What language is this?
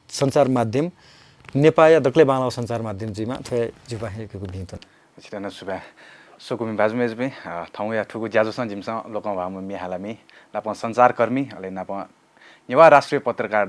Newari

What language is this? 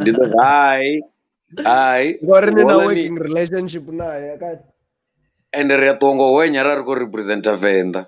Venda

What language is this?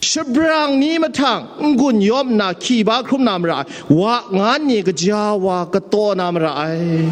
Kachin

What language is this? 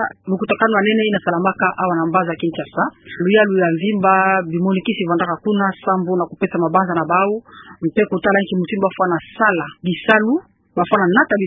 Kituba (Democratic Republic of Congo)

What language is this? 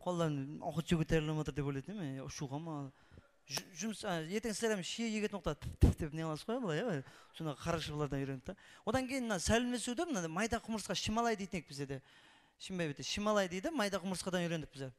Kara-Kalpak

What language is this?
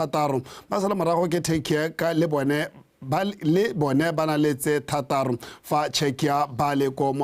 Tswana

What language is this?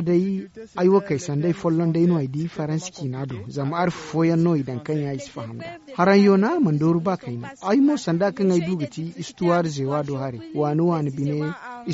Zarma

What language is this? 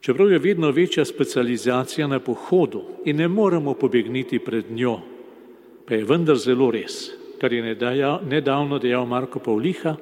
Slovenian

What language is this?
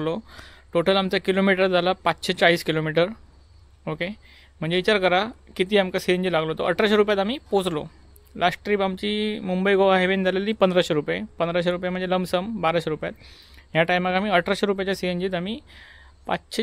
Konkani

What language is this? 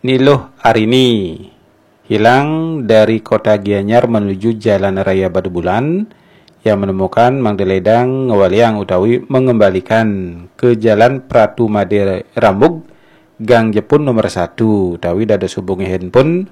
Balinese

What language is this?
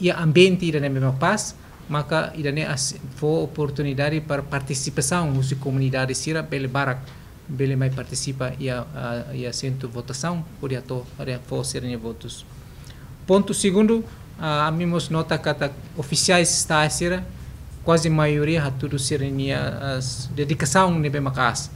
Tetum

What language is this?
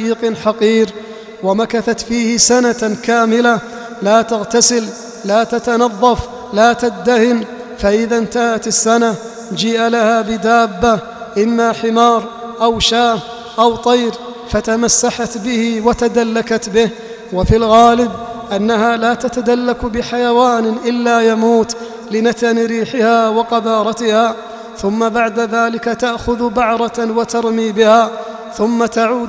Arabic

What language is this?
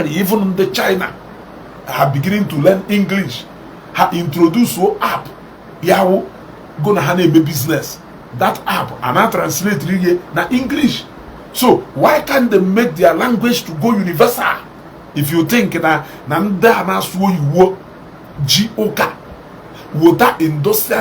Igbo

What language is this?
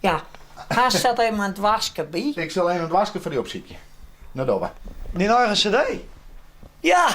Western Frisian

